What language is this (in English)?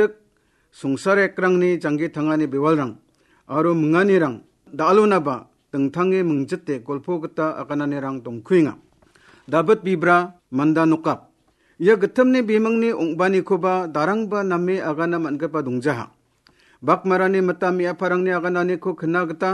Garo